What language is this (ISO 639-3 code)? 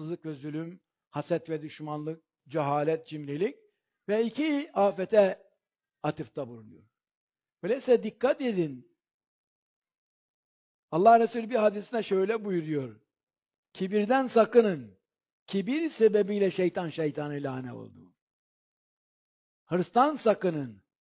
tur